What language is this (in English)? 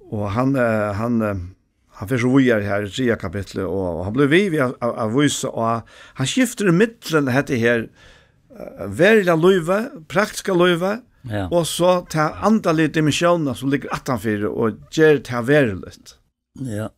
Faroese